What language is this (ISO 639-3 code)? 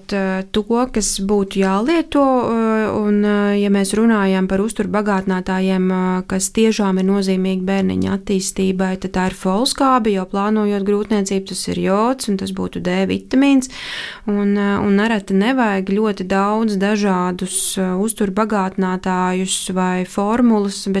lav